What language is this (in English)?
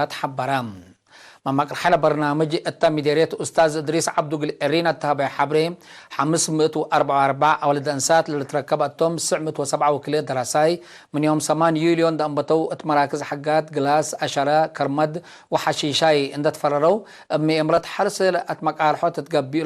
Tigre